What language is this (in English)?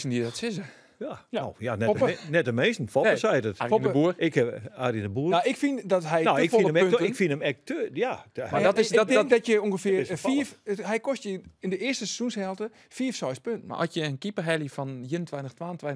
Western Frisian